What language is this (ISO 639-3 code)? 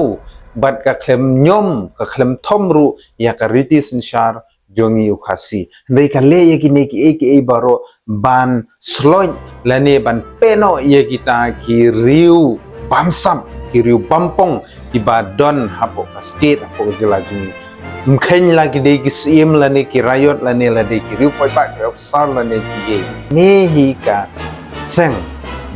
kha